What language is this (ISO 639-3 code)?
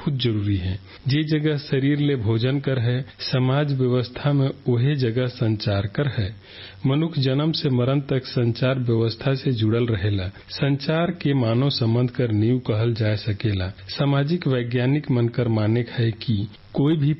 sck